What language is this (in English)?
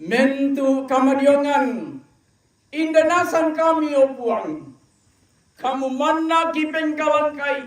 Toraja-Sa'dan